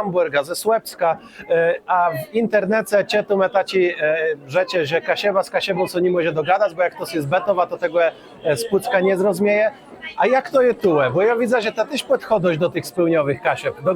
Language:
Kashubian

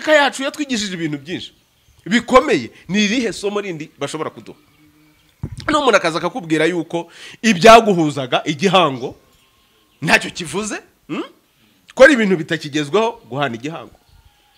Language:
Kinyarwanda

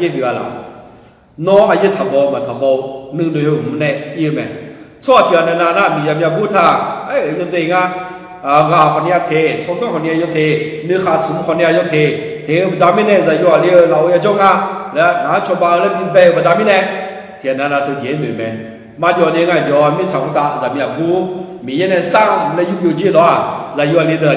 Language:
Akha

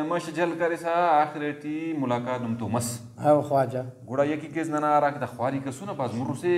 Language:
Brahui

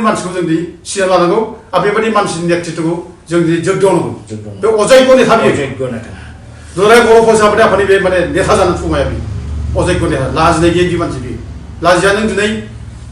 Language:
Bodo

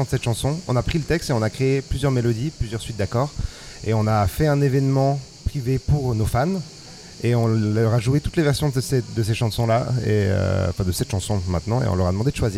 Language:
French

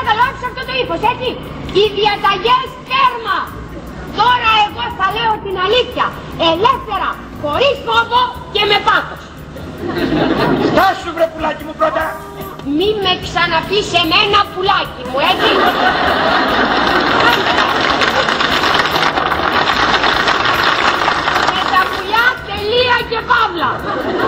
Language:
Greek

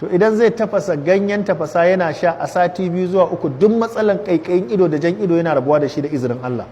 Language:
Hausa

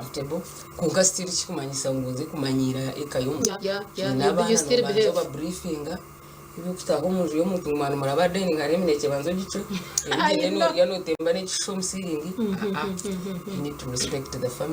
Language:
Nyankole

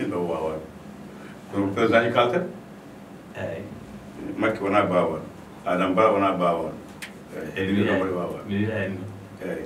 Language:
Fula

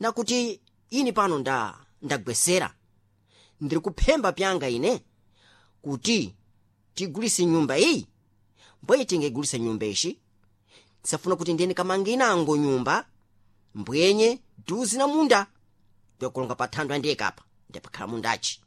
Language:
Sena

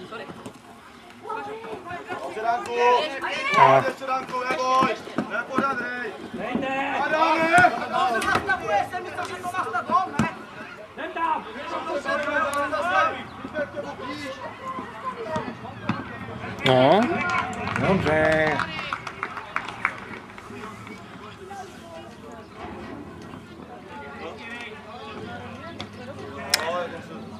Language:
Czech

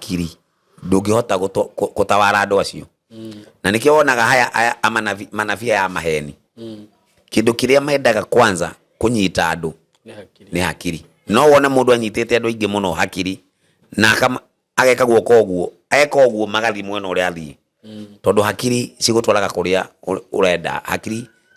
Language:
Kikuyu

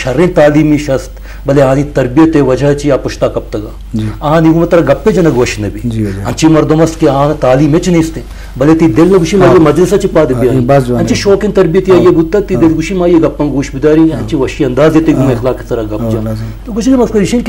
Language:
Eastern Balochi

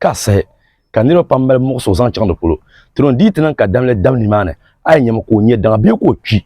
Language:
Dagbani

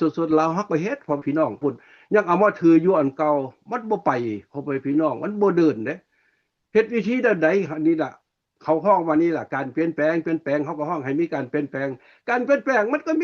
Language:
Lao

